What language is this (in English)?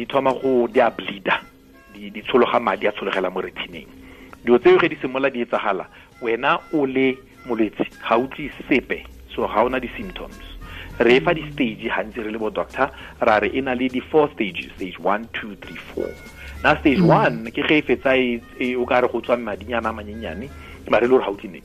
Tswana